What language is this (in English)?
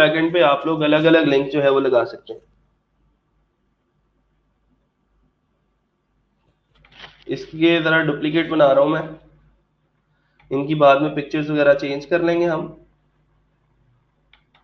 Hindi